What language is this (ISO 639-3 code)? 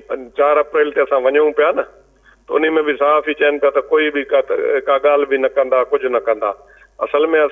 snd